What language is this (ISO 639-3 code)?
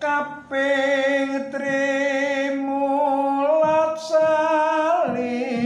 jav